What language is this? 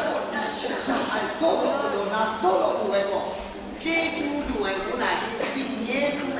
Kachin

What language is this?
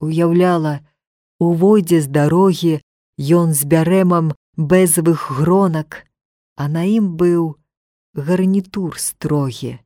Belarusian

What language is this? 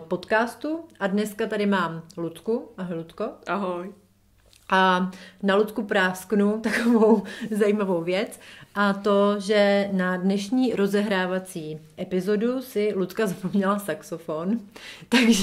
Czech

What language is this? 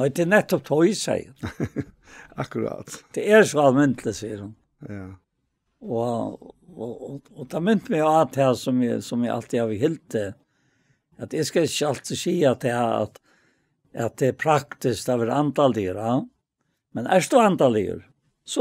Faroese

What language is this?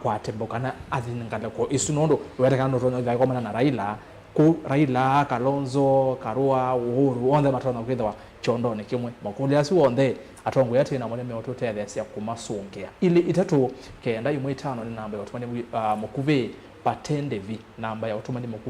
Kamba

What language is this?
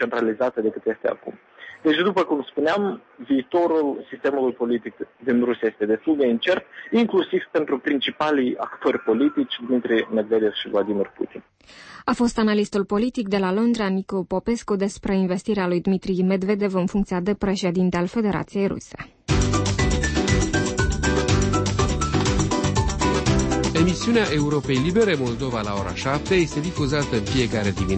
Romanian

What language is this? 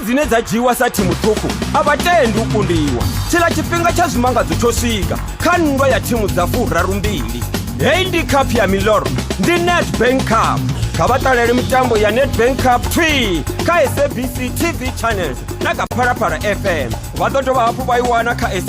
Venda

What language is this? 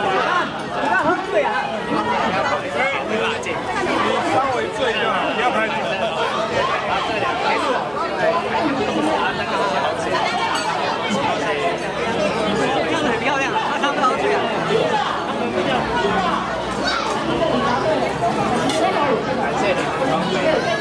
Chinese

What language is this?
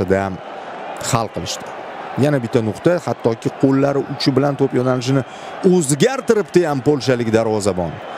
Uzbek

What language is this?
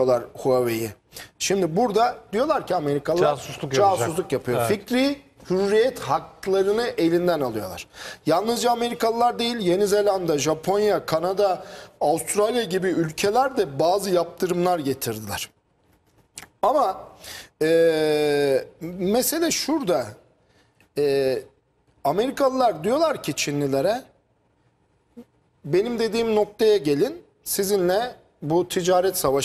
Turkish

